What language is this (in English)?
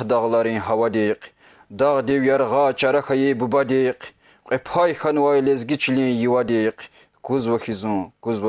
Lezghian